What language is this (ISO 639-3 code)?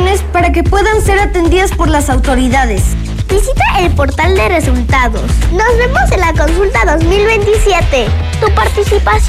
spa